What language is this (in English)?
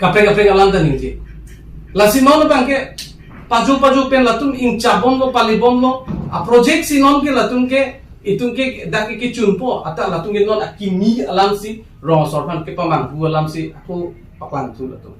Karbi